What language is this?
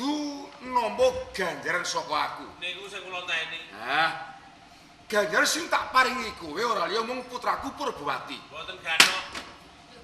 Javanese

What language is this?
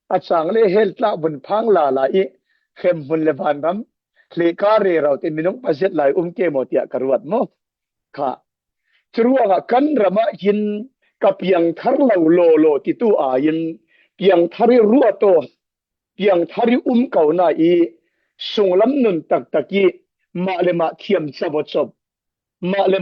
Falam Chin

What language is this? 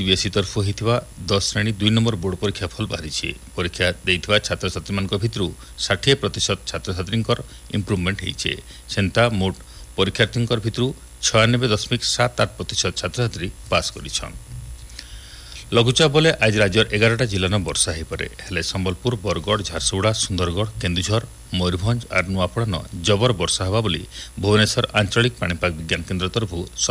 Odia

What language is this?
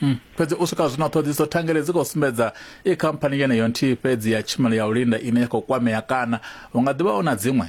Venda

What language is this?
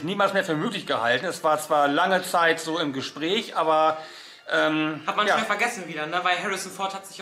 German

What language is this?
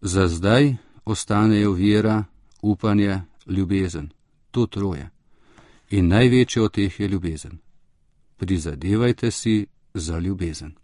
Slovenian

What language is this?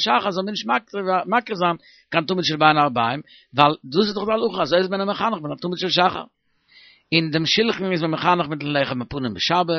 Yiddish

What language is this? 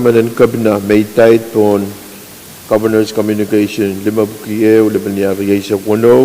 Pohnpeian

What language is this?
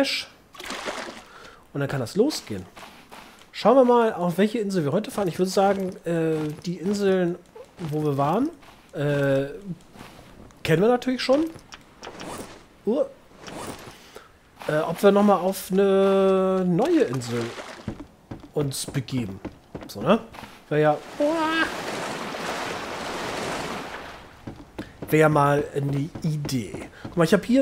German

